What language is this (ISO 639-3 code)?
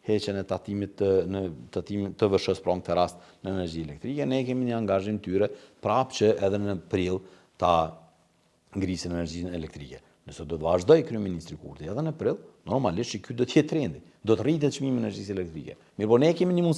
sqi